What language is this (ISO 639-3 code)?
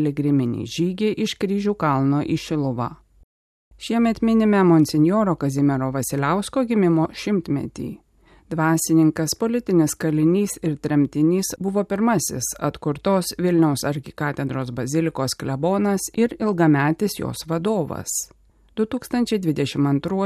lit